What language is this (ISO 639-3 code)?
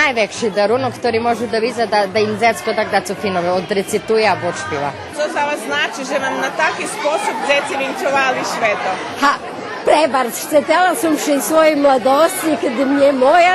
rue